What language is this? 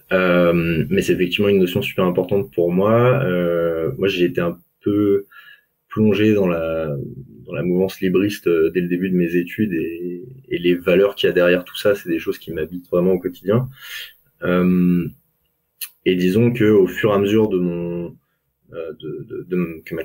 French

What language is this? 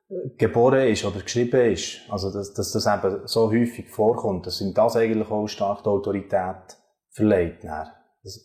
Swiss German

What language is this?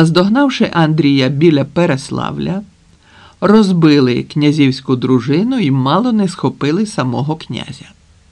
Ukrainian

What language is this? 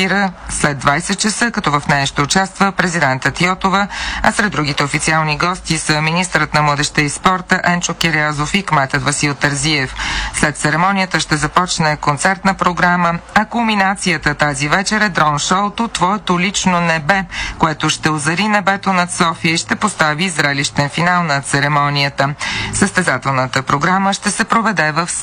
Bulgarian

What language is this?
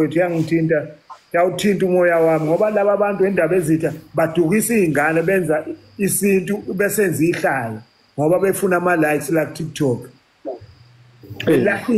Zulu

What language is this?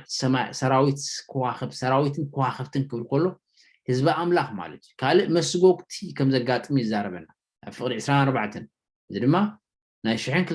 Tigrinya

